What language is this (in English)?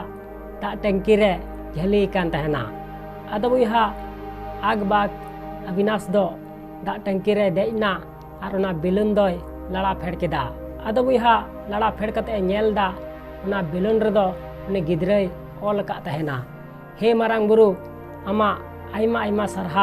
Santali